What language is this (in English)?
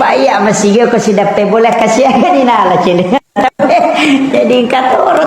Buginese